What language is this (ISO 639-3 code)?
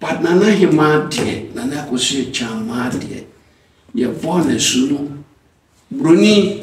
aka